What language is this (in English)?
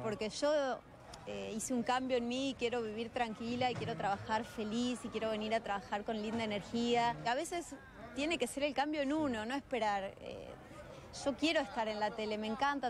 Spanish